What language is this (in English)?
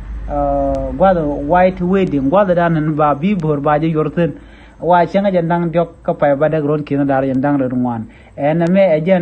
Nuer